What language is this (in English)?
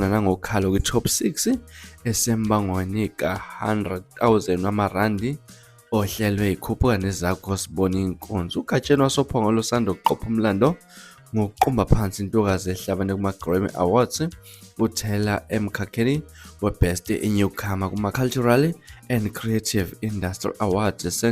Zulu